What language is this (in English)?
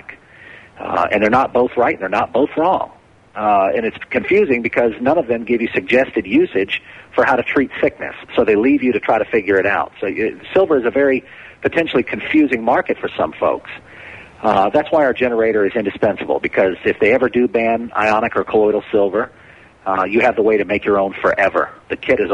English